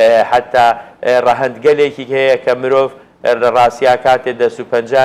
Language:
Central Kurdish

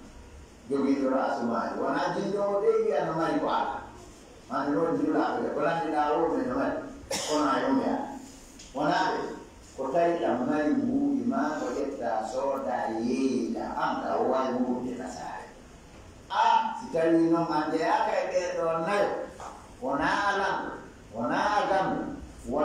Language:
Fula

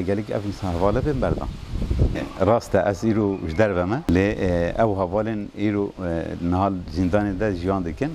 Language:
Kurdish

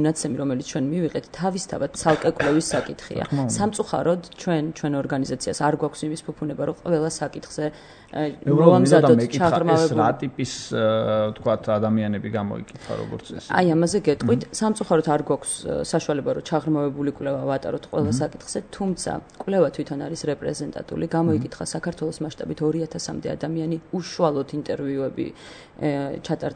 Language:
Georgian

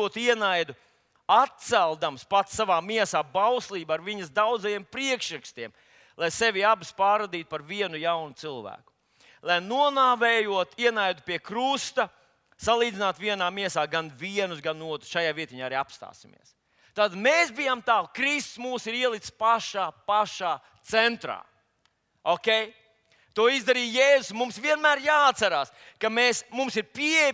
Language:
Latvian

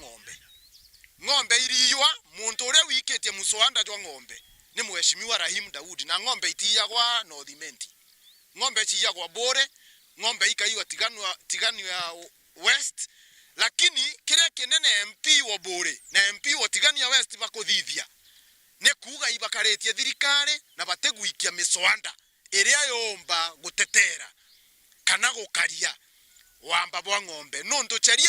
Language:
Meru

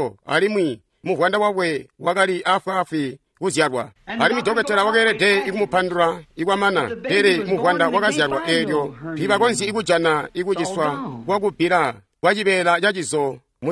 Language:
Tonga (Zambia)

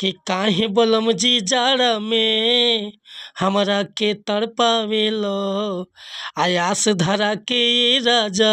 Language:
Bhojpuri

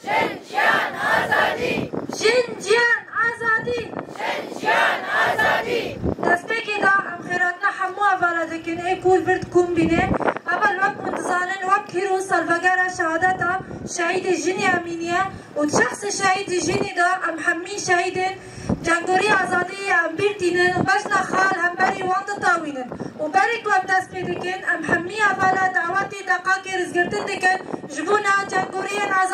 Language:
Kurdish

